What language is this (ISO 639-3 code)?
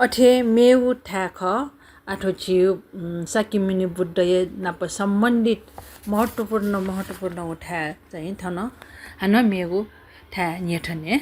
new